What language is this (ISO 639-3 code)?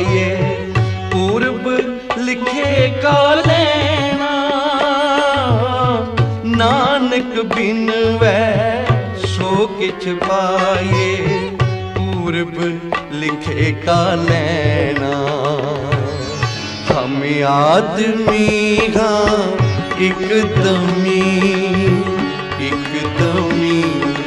pan